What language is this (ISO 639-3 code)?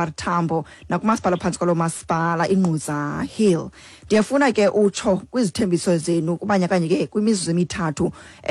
xho